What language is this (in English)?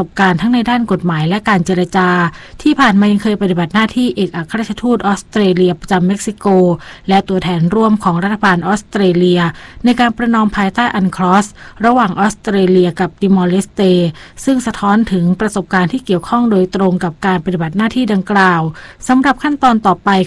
Thai